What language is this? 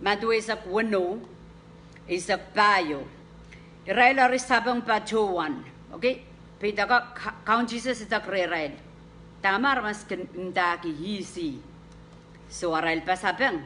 Pohnpeian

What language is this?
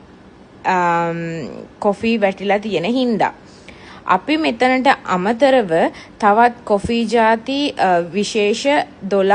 Sinhala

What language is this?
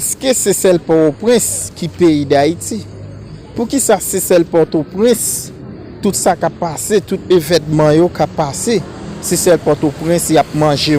Haitian Creole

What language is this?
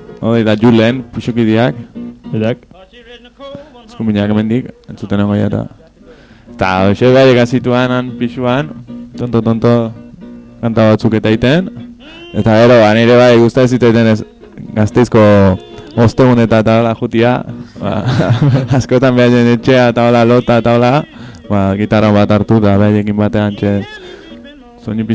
Basque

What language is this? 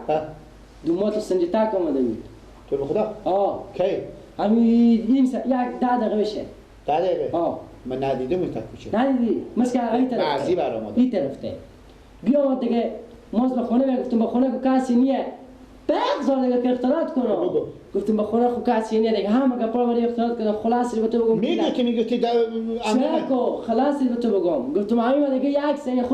Persian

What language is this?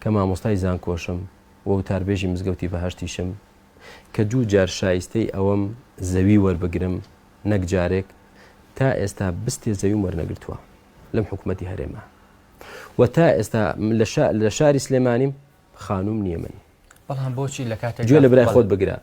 Central Kurdish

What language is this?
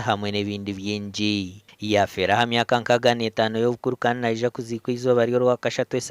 Nyankole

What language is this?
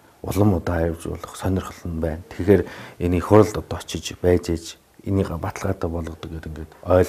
Mongolian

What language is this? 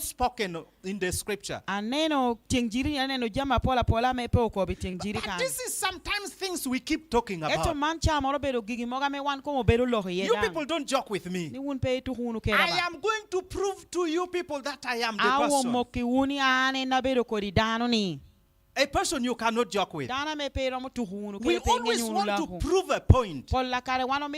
Lango (Uganda)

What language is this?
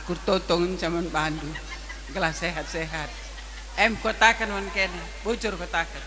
Batak Karo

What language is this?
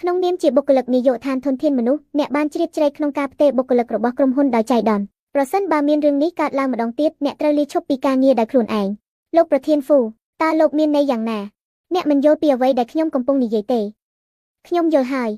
Khmer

